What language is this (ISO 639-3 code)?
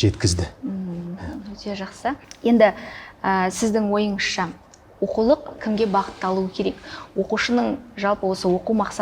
kaz